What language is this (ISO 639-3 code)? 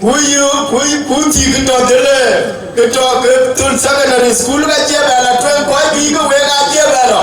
din